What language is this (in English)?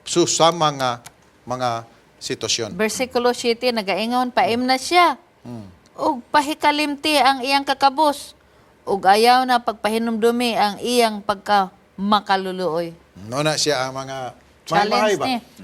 Cebuano